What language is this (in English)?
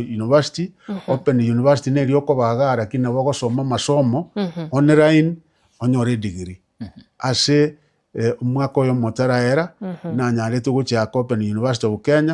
Gusii